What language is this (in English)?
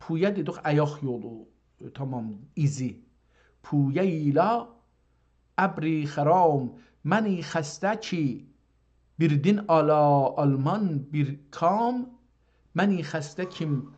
South Azerbaijani